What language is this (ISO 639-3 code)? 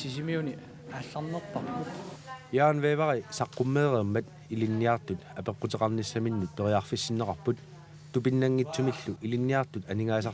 kal